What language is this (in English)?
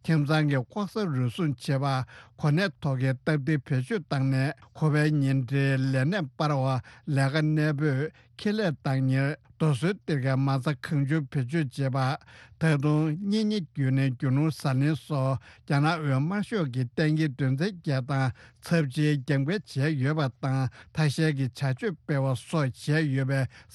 Tibetan